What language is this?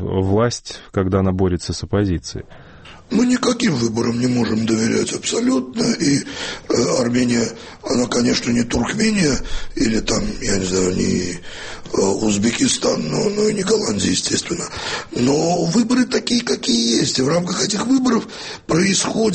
Georgian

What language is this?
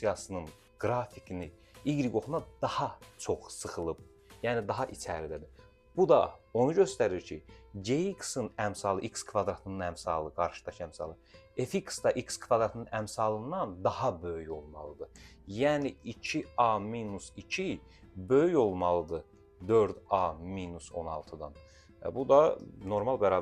Azerbaijani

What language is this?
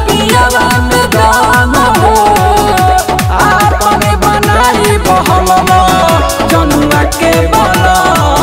Bhojpuri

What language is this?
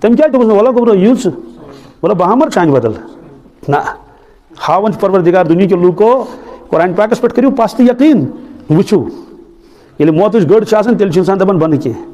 Kashmiri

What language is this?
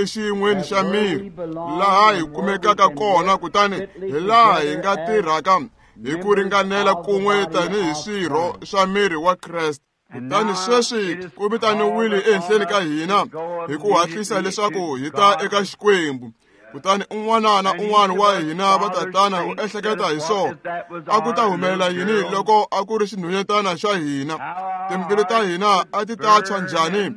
Tsonga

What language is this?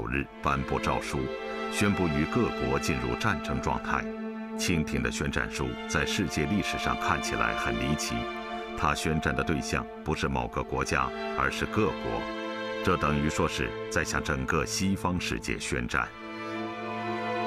Chinese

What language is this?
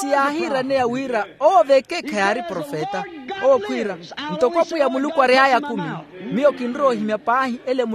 Makhuwa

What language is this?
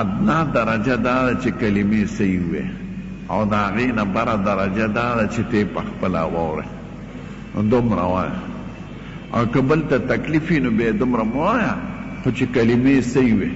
Pashto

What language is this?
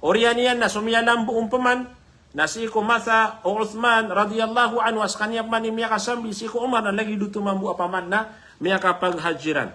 Maranao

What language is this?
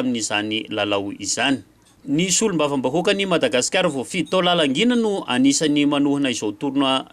Malagasy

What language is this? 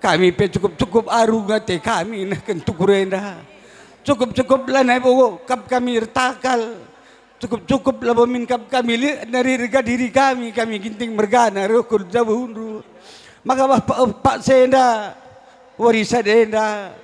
Batak Karo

